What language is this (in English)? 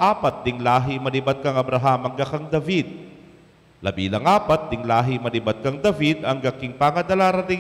Pampanga